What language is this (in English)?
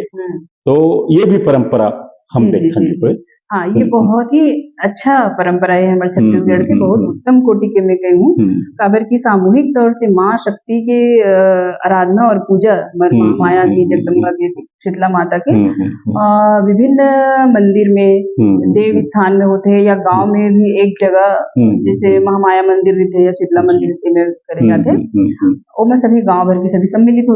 Chhattisgarhi